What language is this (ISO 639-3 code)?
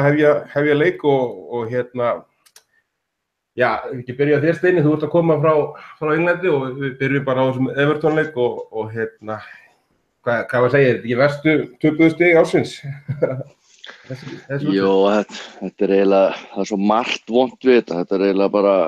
isl